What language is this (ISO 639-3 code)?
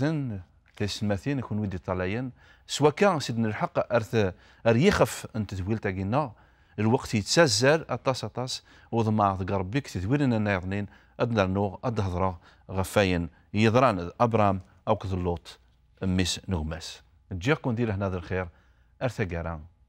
kab